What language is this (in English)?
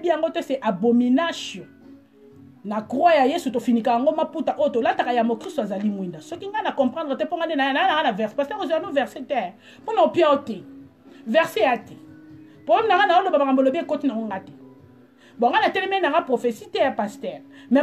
Lingala